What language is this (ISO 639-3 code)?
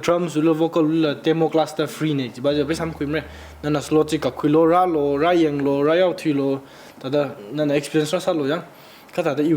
nmf